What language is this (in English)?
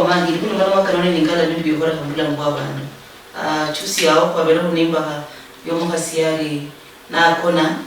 Luyia